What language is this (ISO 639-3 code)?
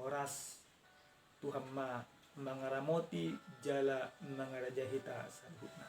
bbc